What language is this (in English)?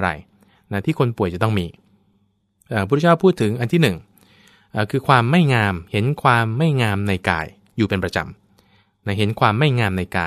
Thai